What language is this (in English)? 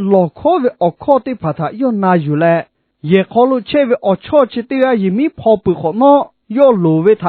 Lahu